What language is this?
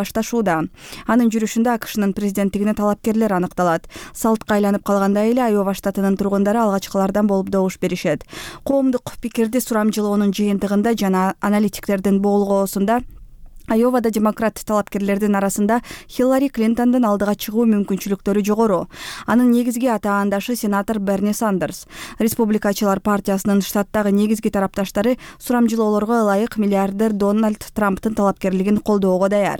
Kyrgyz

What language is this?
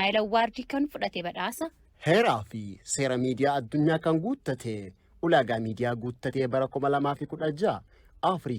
Oromo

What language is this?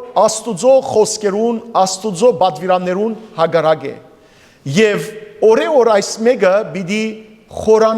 Western Armenian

